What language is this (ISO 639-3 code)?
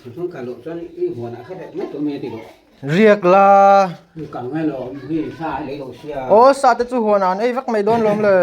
hmr